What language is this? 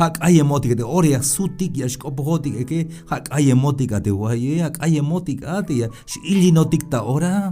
Tzeltal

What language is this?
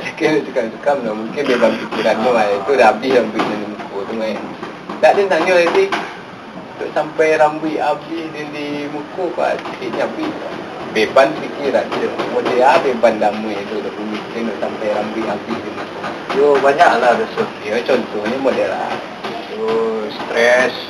Minangkabau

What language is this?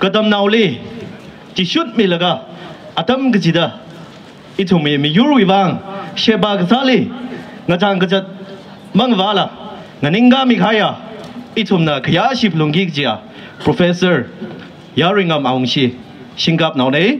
Tangkhul Naga (India)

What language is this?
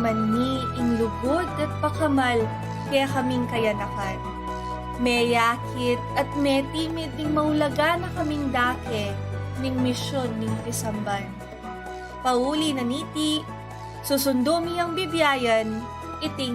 Pampanga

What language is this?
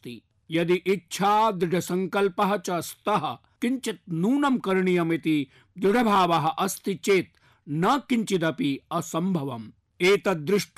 Sanskrit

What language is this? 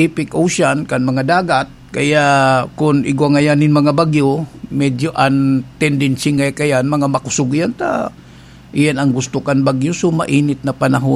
Bikol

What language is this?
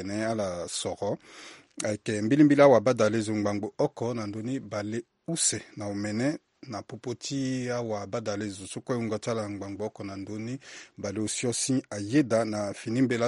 Sango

